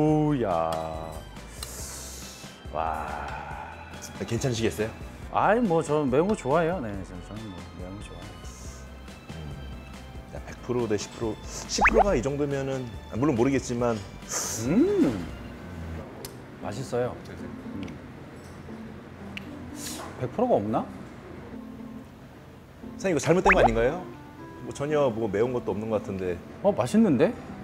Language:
Korean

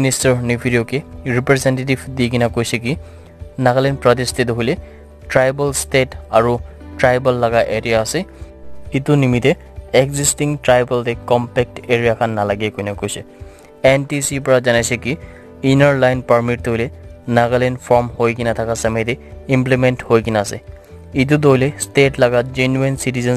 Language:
Naga Pidgin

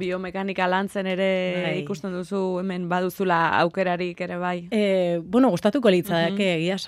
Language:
Basque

